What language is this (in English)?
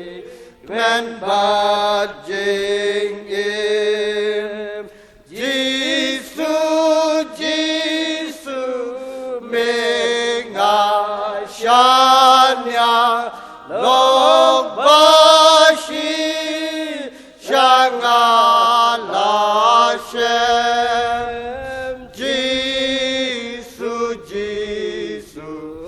Khasi